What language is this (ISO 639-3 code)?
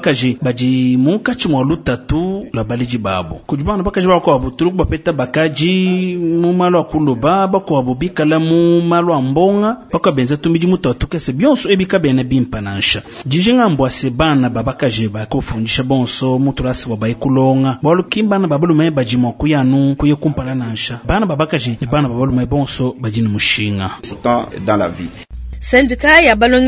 lua